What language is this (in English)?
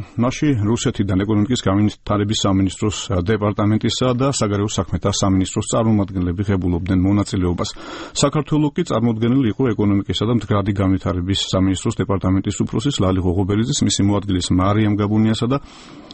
Georgian